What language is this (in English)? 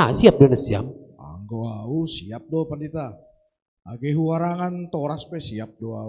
Batak Simalungun